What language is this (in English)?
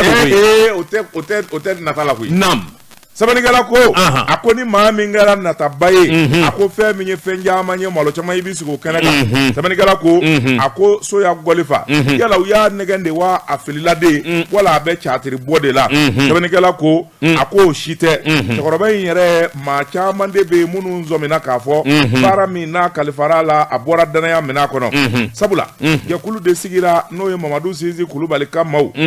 Bambara